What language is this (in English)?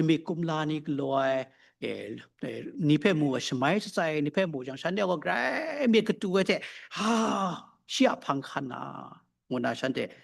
Kachin